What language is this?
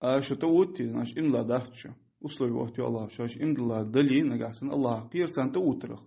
Ingush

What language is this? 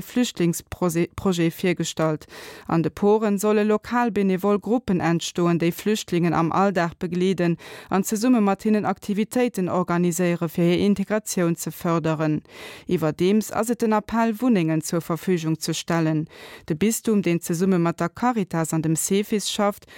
Luxembourgish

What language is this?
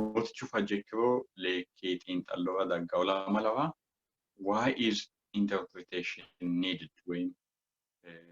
Sidamo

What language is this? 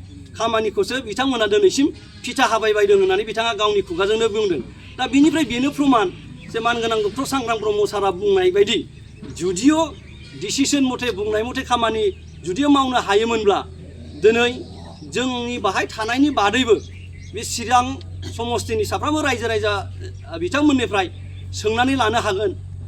Bodo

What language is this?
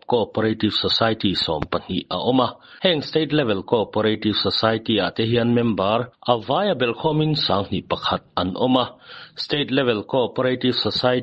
Mizo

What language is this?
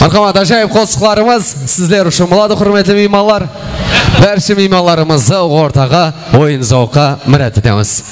Kara-Kalpak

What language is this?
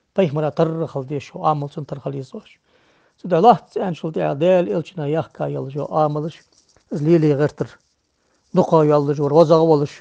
Ingush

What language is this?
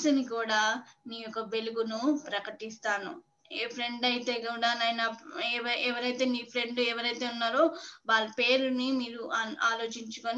Telugu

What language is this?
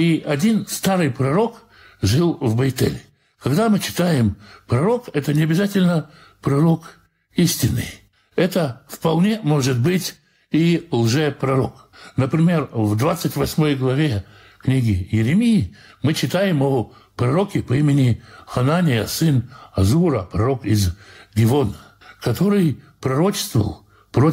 Russian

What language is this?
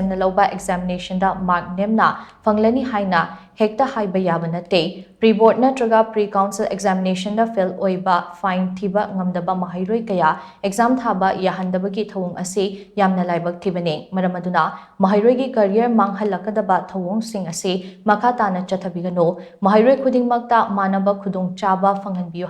Manipuri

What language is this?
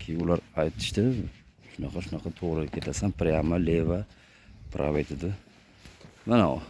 Uzbek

